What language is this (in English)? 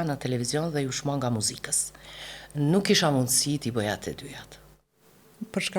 Albanian